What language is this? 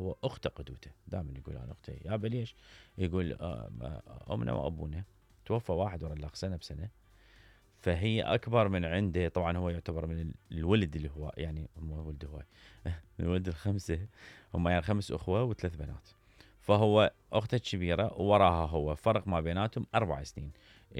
Mesopotamian Arabic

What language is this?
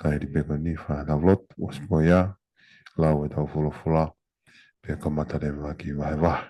Tongan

